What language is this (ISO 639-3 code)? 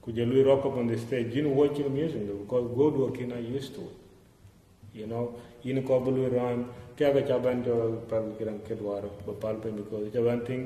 din